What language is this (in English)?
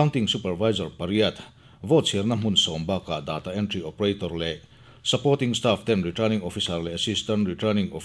Mizo